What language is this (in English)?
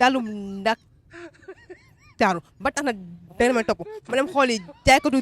Wolof